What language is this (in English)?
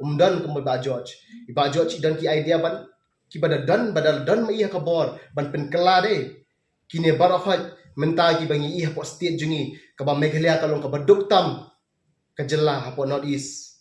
Khasi